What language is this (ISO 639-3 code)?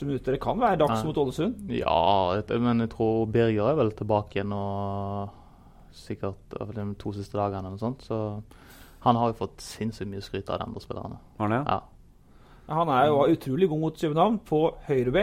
nor